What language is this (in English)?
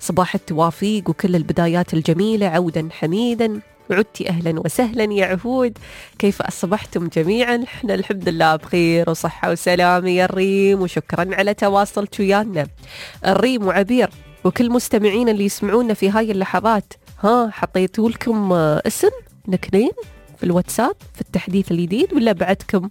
Najdi Arabic